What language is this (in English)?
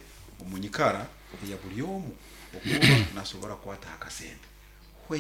Nyoro